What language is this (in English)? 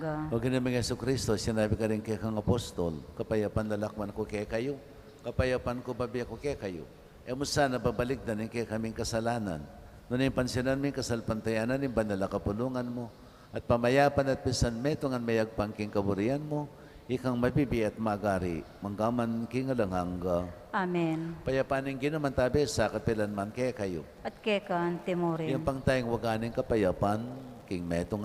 Pampanga